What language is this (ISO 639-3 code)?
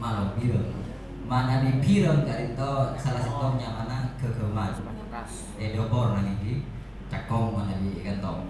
mad